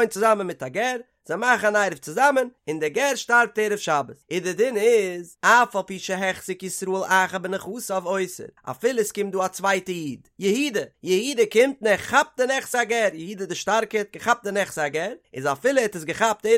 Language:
Yiddish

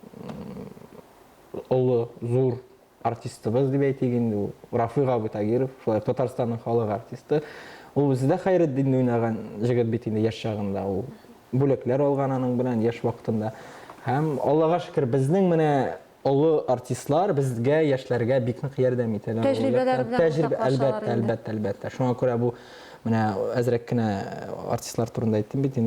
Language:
Tatar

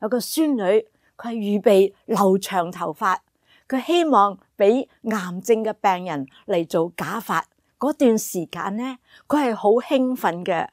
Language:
Cantonese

